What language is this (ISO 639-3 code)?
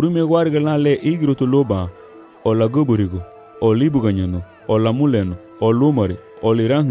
cab